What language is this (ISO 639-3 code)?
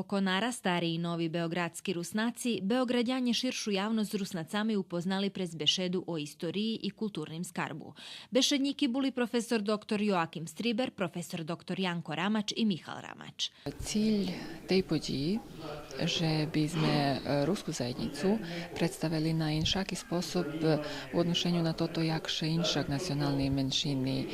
rue